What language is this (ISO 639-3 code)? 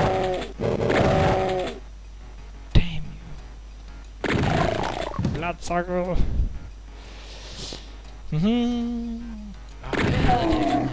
dan